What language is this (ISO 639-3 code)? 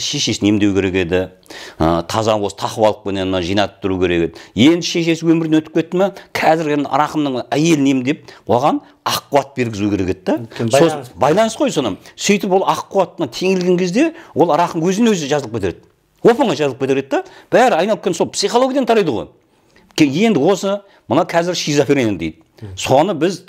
kaz